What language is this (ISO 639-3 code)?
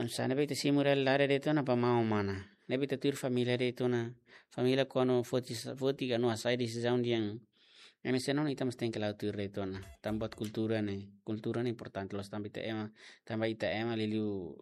tet